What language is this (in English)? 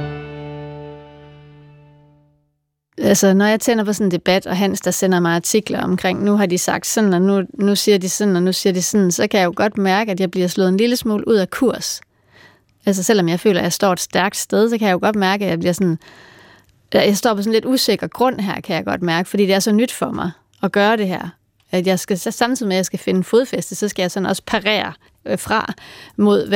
Danish